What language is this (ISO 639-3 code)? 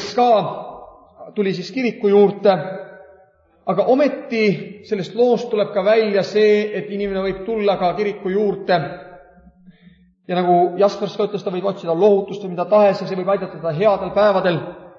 est